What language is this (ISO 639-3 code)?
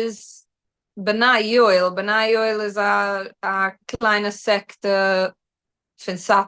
yid